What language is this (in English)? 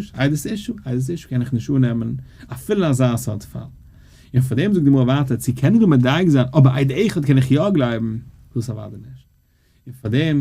Yiddish